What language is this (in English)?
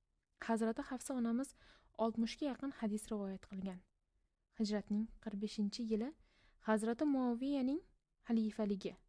Uzbek